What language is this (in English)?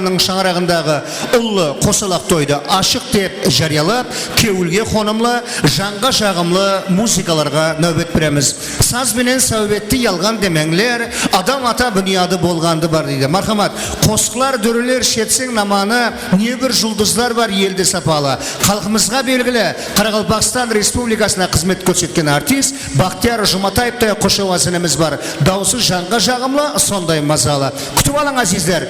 Kara-Kalpak